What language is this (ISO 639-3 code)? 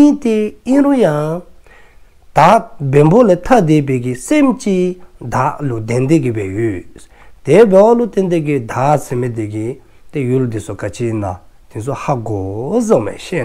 dzo